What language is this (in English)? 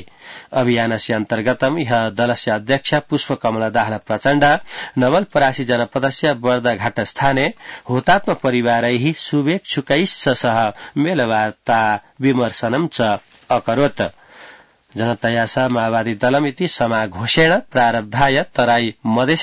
Sanskrit